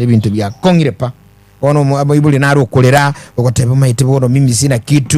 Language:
Gusii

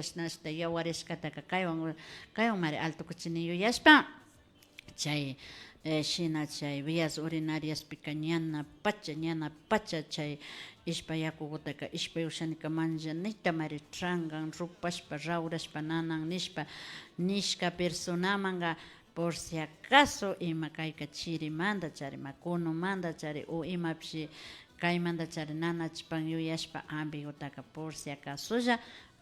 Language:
Imbabura Highland Quichua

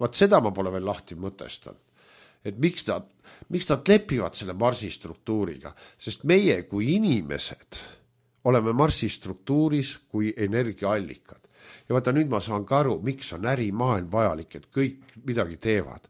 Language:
Estonian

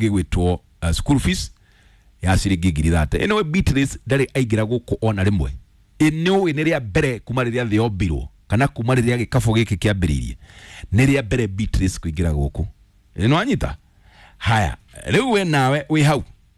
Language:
Kikuyu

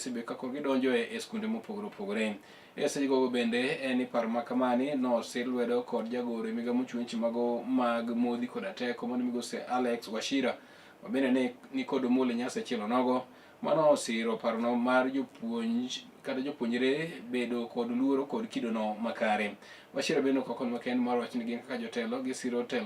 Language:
Luo (Kenya and Tanzania)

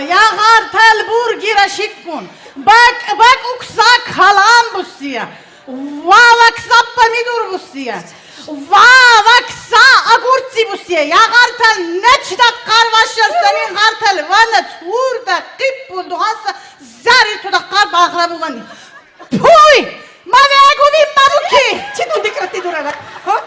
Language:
Lak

